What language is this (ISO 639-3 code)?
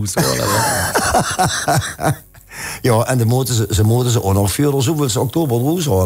lim